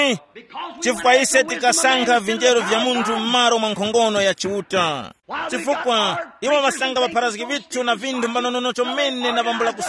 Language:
Tumbuka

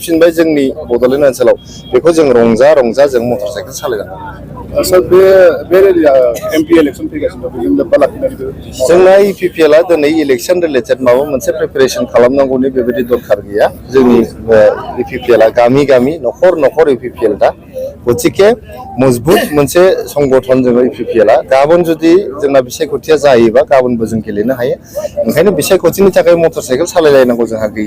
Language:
Bodo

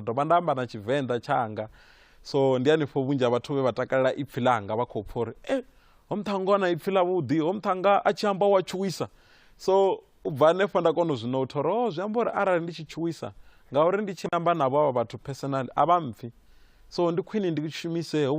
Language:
Venda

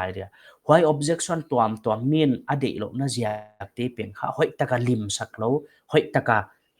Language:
Paite Chin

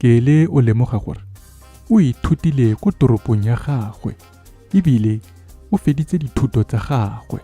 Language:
Tswana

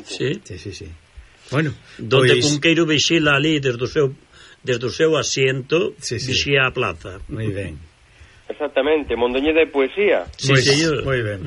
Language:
Galician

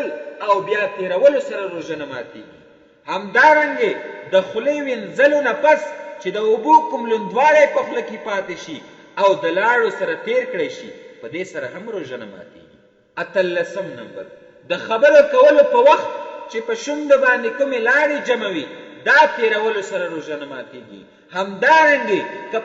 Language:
Pashto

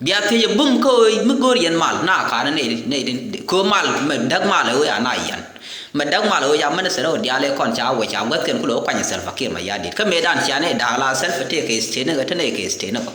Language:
Nuer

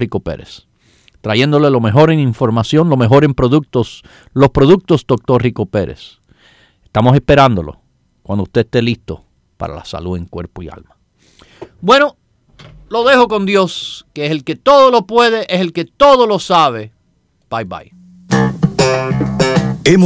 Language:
Spanish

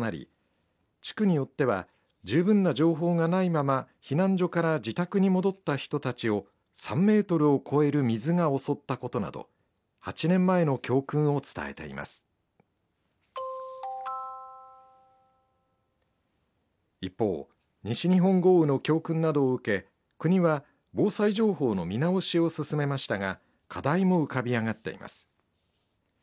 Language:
Japanese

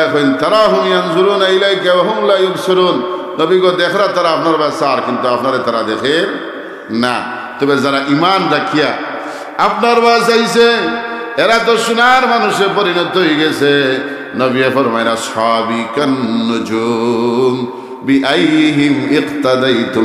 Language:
Sylheti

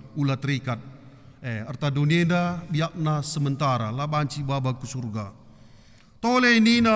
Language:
Batak Karo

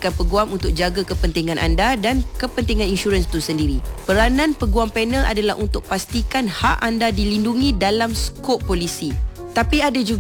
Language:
Malay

